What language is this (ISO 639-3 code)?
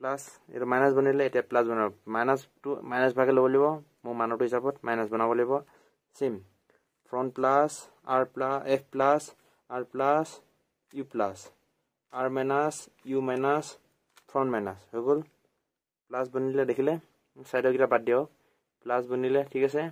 asm